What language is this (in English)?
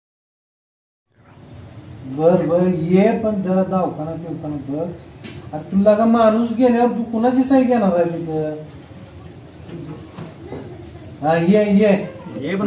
Marathi